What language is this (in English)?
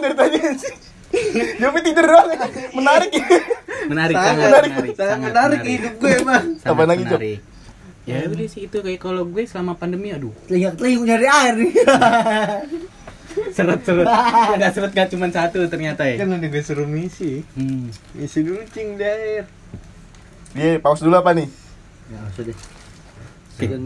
Indonesian